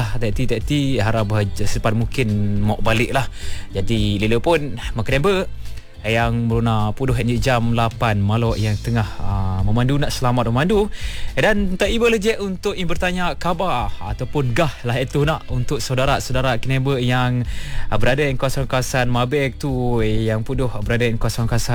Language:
Malay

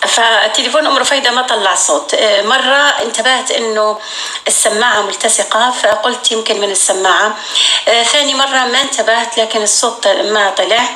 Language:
North Levantine Arabic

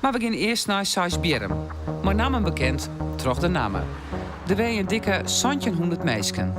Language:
Western Frisian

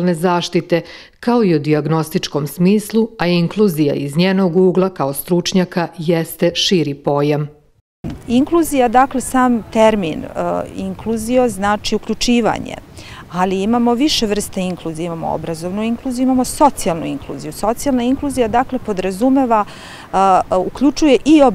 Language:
Serbian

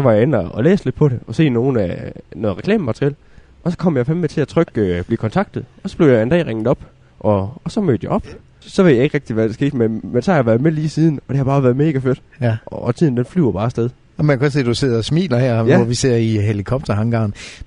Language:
Danish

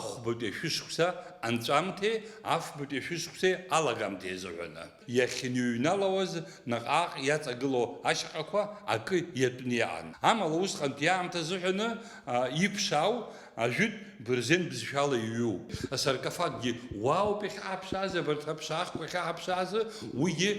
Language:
Abkhazian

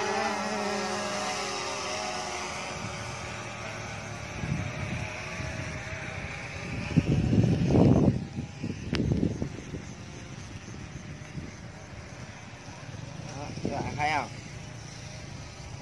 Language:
Vietnamese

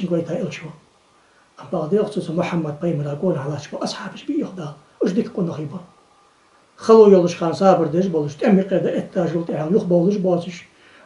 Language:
Ingush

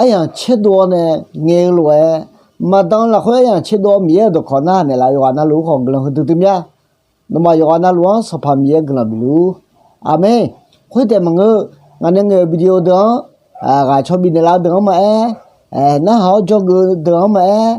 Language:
Akha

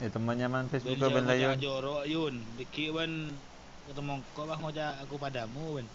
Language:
Madurese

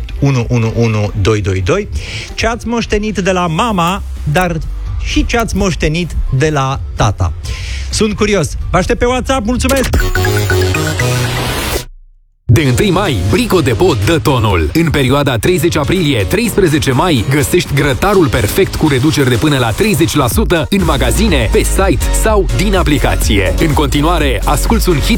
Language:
Romanian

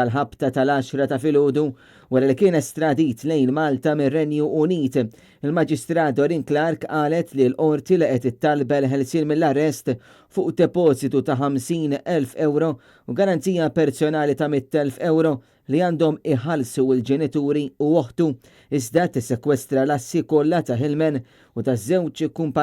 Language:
Maltese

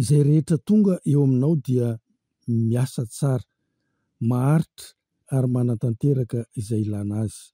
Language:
Malagasy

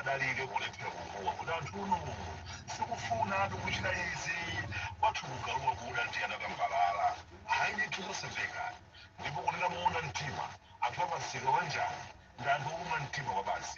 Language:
Nyanja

